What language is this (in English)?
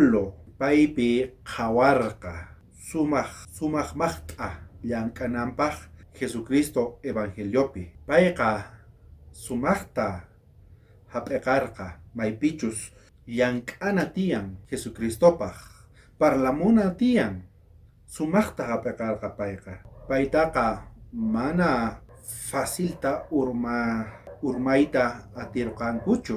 South Bolivian Quechua